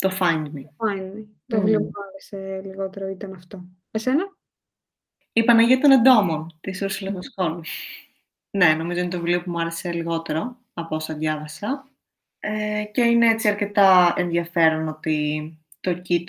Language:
Greek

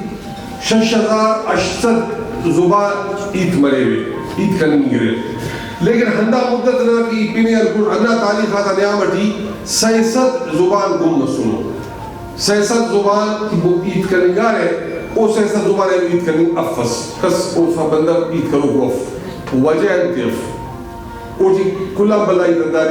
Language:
Brahui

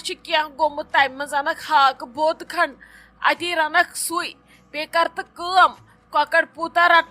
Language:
Kashmiri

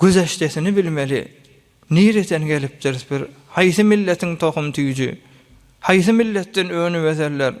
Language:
Turkmen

